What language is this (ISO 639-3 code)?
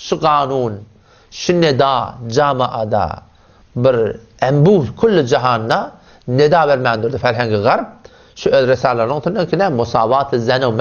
tuk